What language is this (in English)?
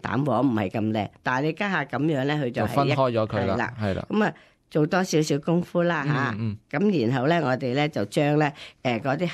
Cantonese